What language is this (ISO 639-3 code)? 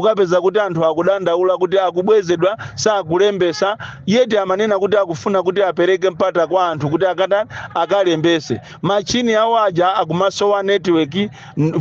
nya